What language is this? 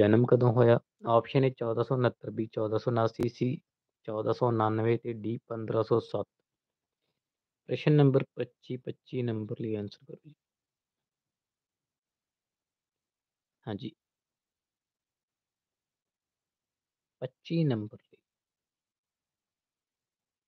Punjabi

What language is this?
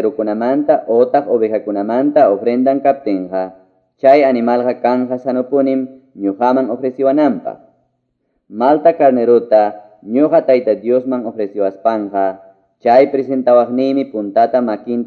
Quechua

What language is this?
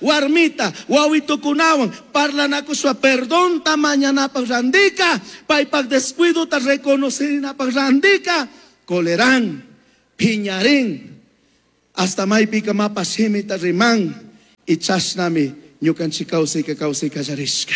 Chimborazo Highland Quichua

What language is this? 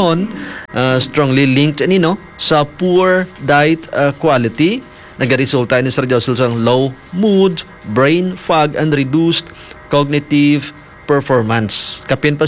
Hiligaynon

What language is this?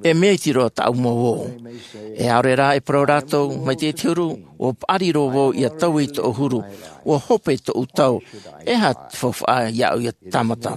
Tahitian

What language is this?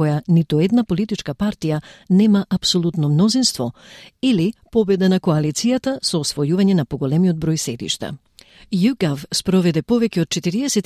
Macedonian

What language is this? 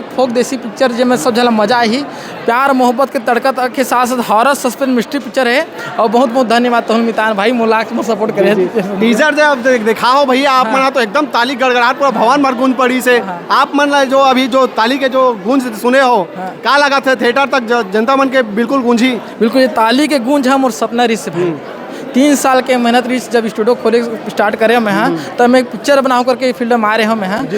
Chhattisgarhi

